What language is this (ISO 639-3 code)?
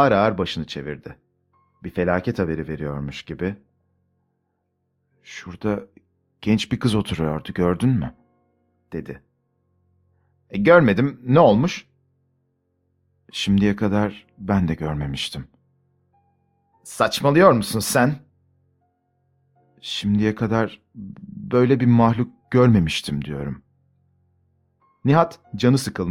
tur